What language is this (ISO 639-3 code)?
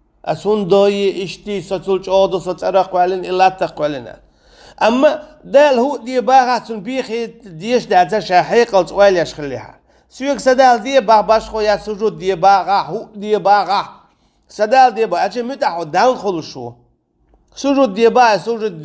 che